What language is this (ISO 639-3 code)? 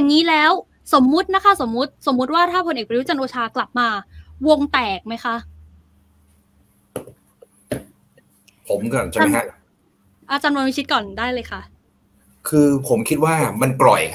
tha